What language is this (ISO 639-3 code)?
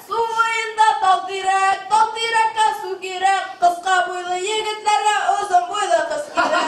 bak